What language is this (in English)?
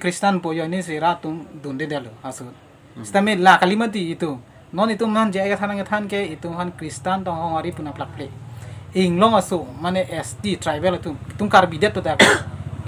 Karbi